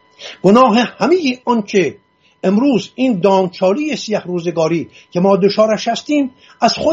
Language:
Persian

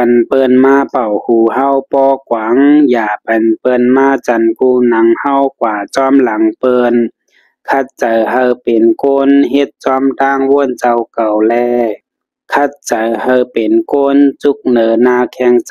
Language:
Shan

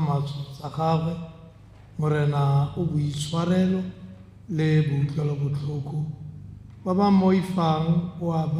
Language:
Tswana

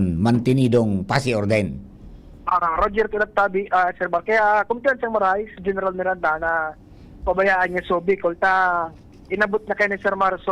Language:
Bikol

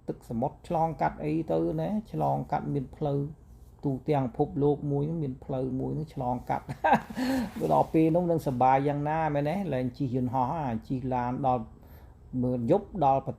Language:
Khmer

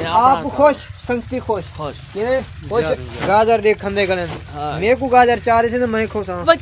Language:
Saraiki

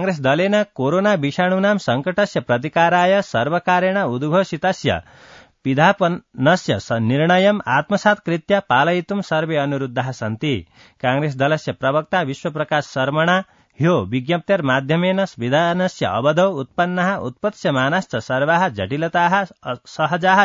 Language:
Sanskrit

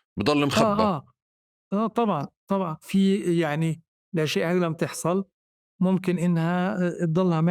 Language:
North Levantine Arabic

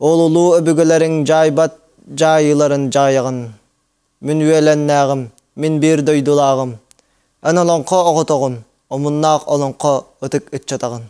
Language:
Yakut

